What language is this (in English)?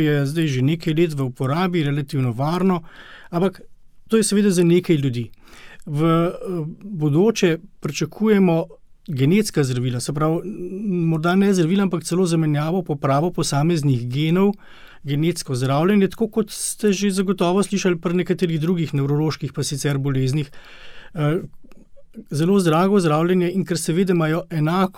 Slovenian